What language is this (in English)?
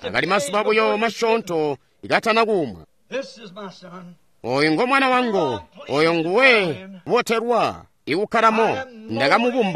Tonga (Zambia)